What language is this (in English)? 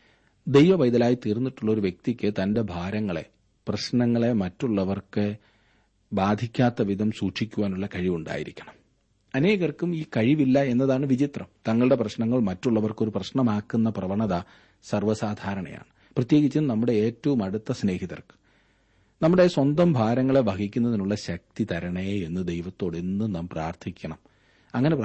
Malayalam